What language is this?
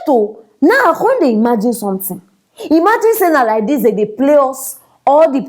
Nigerian Pidgin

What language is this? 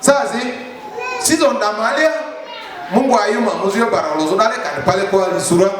Lugbara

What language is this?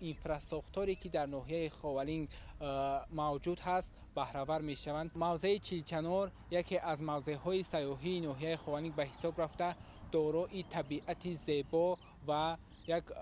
Tajik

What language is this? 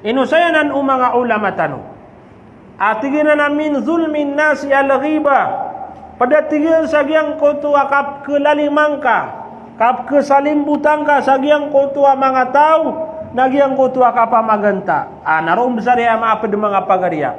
Maranao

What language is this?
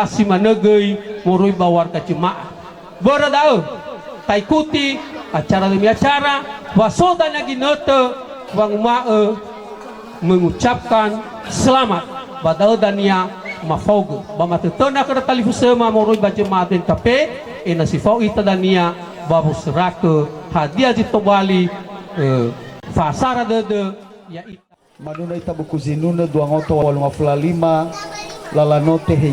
Nias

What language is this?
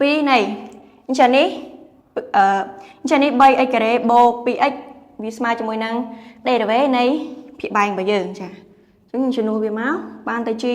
Khmer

